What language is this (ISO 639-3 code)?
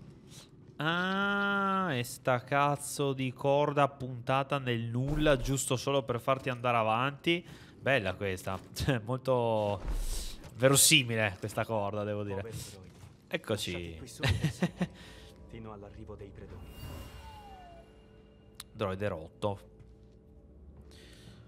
ita